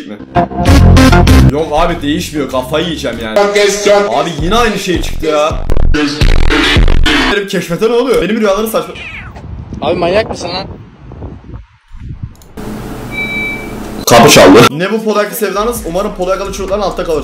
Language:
Turkish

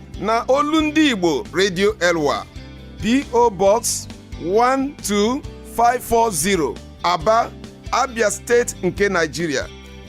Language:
Igbo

